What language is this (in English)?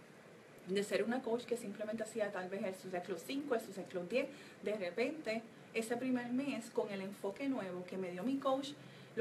Spanish